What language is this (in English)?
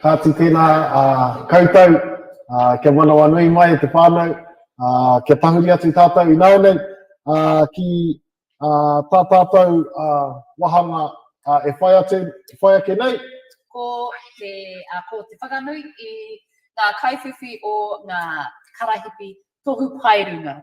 Māori